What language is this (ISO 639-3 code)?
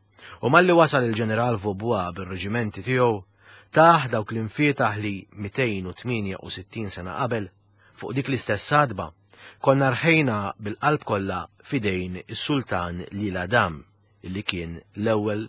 mlt